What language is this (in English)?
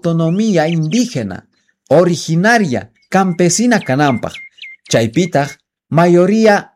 Quechua